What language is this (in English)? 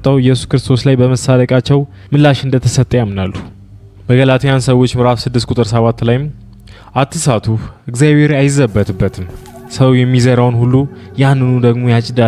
Amharic